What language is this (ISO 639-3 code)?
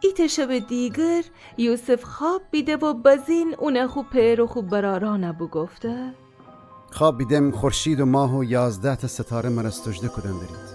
glk